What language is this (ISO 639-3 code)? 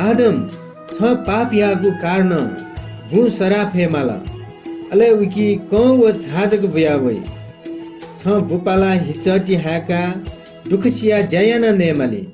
new